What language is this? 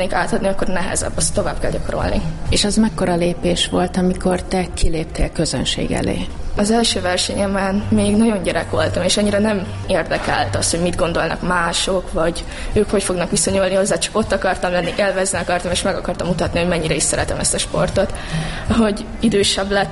Hungarian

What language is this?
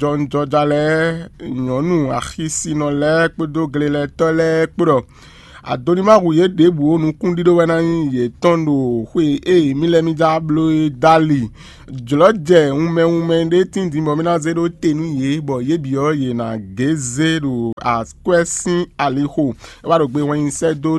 Fon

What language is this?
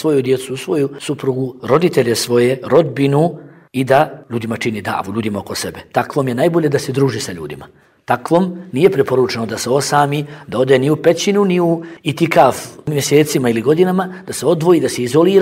Bosnian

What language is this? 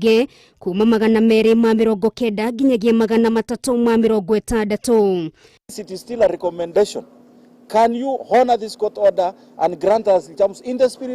Kikuyu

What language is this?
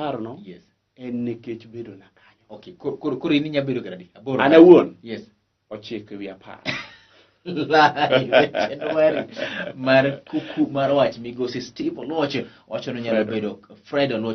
Luo (Kenya and Tanzania)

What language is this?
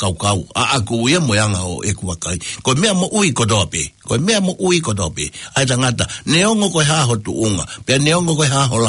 Tongan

